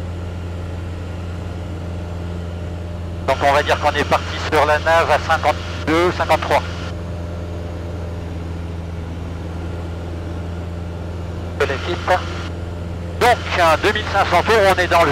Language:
French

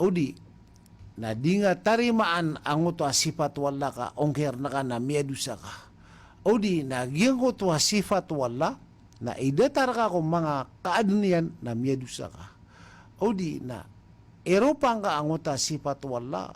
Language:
Maranao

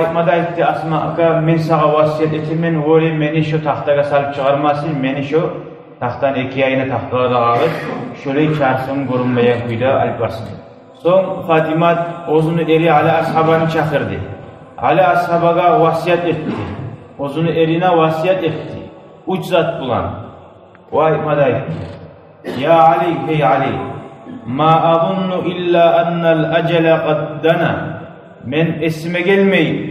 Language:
Kumyk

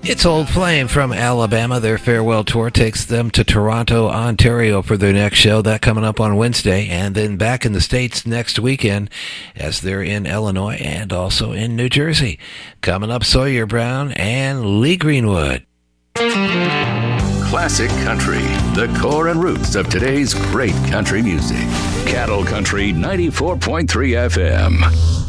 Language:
English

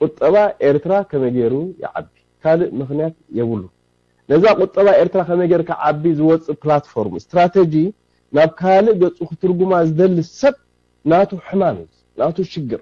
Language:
Tigrinya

